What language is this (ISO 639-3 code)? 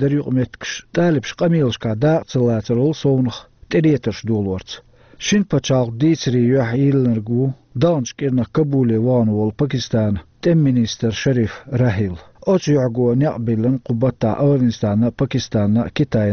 che